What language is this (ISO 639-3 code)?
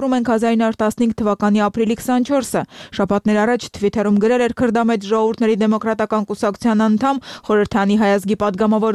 hye